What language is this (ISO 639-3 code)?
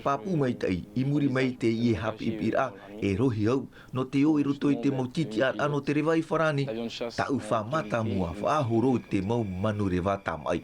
tah